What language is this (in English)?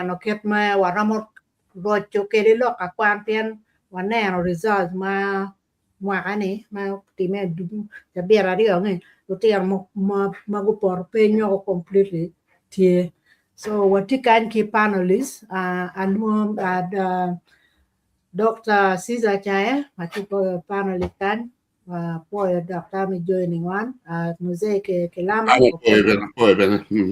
Acoli